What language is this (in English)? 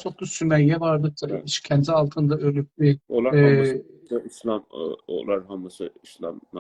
South Azerbaijani